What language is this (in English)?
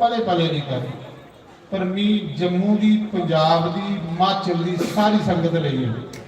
Dogri